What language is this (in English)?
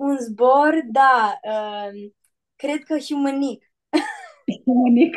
Aromanian